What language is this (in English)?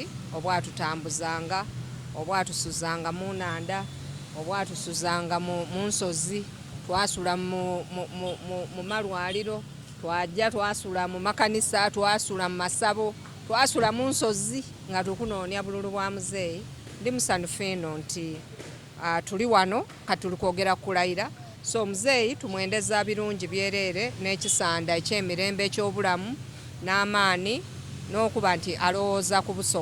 Soga